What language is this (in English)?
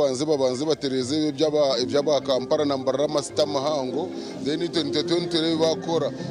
Nyankole